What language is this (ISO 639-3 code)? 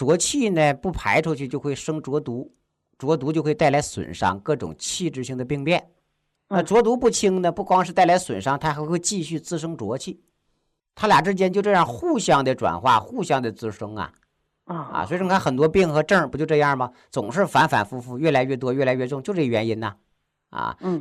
zho